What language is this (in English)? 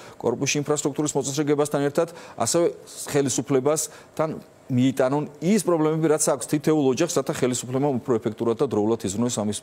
Georgian